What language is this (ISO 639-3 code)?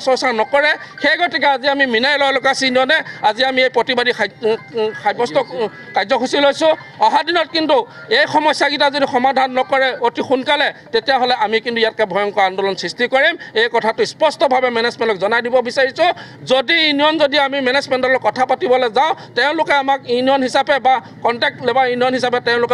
asm